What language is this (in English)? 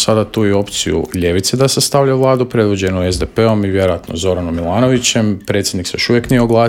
Croatian